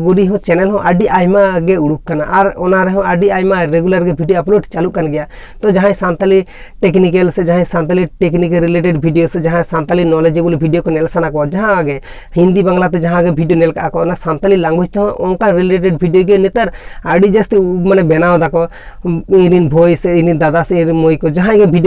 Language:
Santali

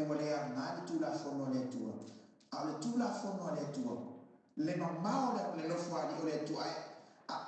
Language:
Samoan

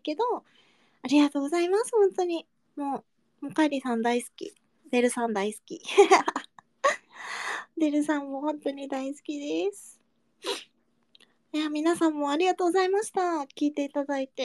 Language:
Japanese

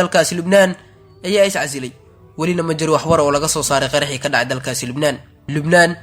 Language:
Somali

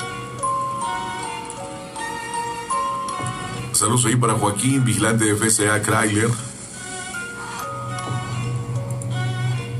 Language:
Spanish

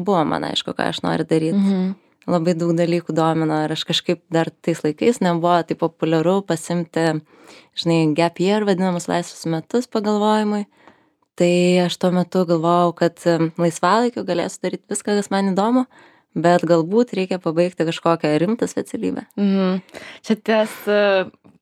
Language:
Lithuanian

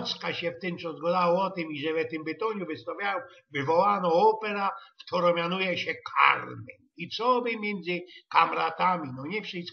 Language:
Silesian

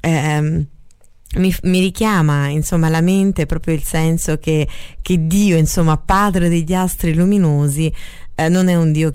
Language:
Italian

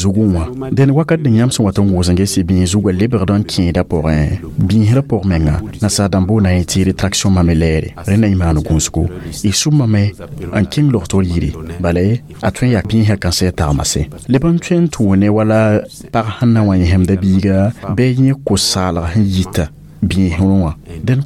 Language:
Mossi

